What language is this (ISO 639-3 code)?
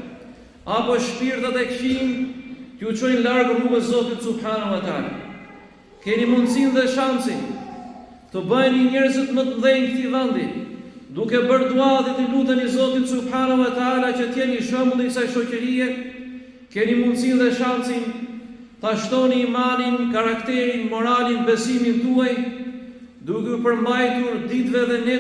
sqi